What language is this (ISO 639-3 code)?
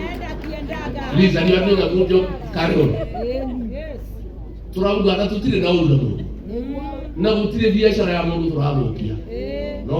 kik